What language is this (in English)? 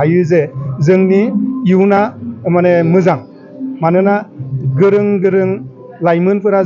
Bodo